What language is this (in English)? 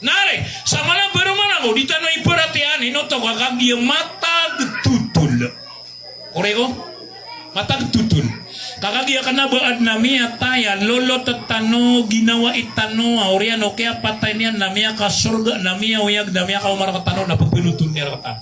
Maranao